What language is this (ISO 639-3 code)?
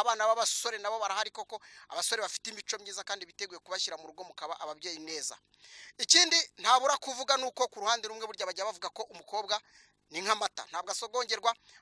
kin